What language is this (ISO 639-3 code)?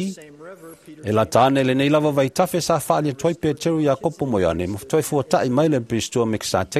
smo